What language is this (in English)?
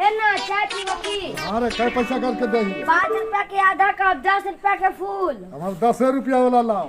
Magahi